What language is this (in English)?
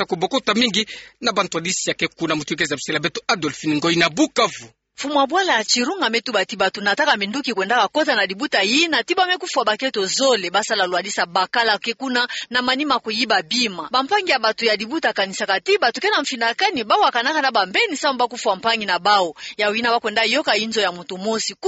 Kituba (Democratic Republic of Congo)